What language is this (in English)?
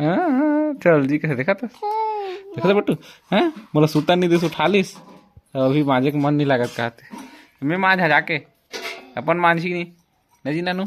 Chhattisgarhi